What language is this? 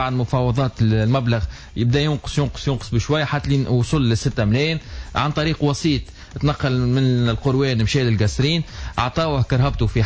Tunisian Arabic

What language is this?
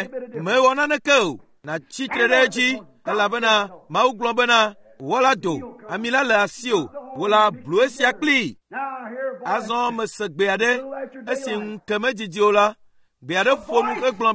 Ewe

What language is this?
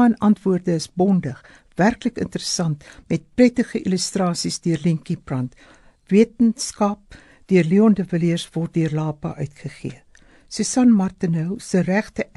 Afrikaans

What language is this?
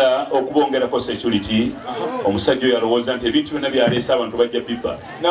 Ganda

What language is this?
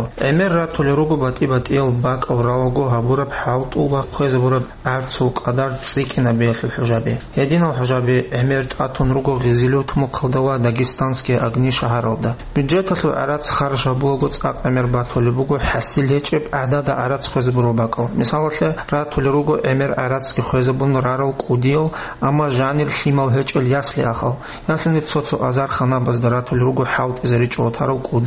Avaric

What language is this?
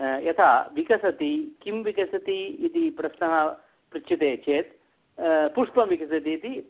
Sanskrit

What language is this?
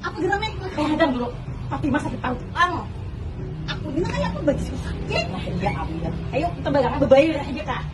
Banjar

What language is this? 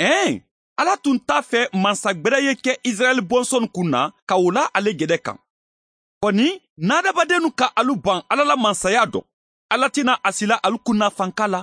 Bambara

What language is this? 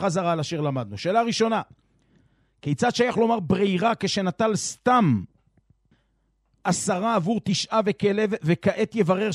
Hebrew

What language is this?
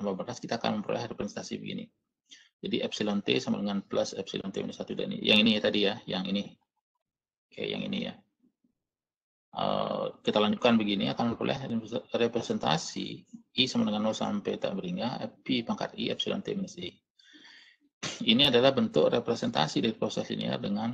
Indonesian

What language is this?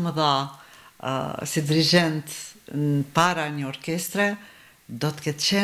Albanian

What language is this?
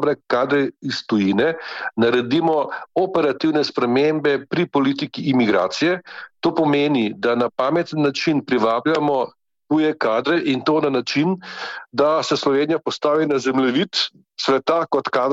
Slovenian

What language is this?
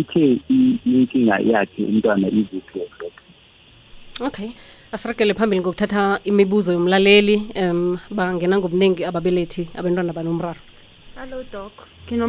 South Ndebele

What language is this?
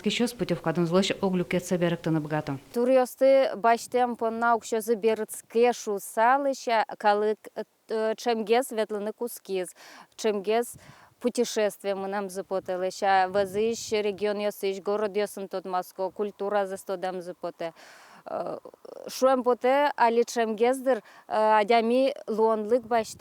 Udmurt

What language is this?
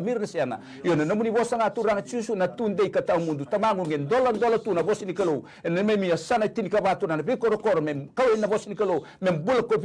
Fijian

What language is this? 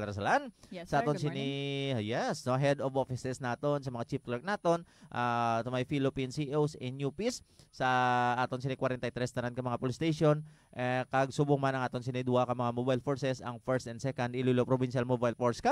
Hiligaynon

